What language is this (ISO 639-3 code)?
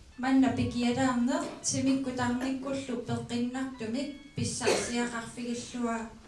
kal